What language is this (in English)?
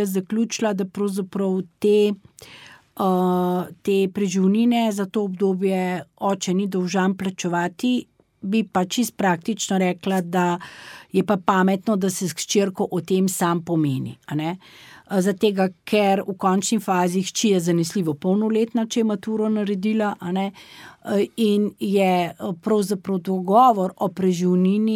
Slovenian